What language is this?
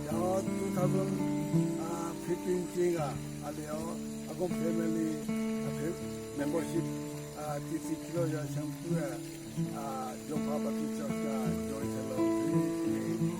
Southern Rengma Naga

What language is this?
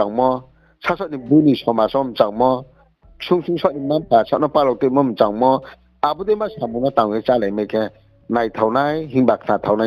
Riang (India)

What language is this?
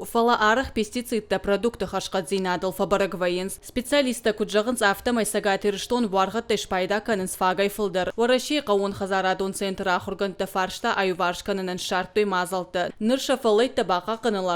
Ossetic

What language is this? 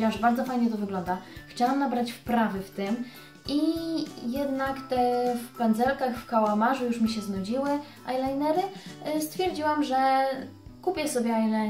Polish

